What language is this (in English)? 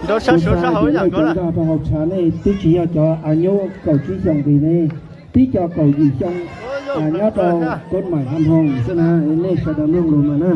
Hmong